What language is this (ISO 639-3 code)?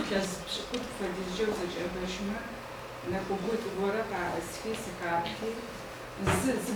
ady